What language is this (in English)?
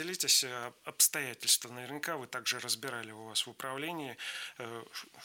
Russian